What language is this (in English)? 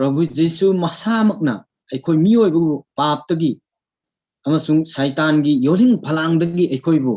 Manipuri